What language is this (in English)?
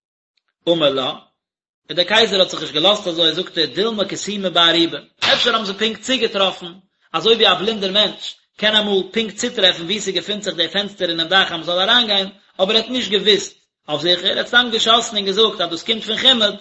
Yiddish